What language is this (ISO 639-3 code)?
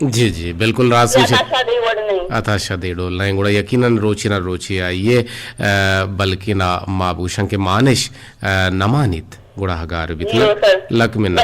bgp